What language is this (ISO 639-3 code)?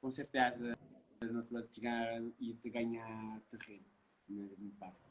kea